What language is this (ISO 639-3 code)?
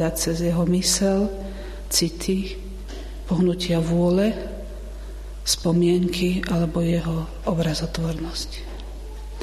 slk